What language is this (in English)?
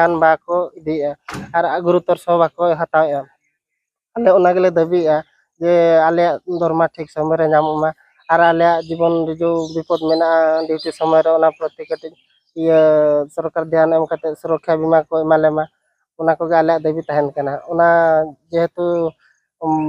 Santali